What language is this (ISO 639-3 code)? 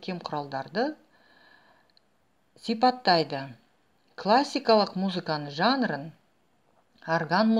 kaz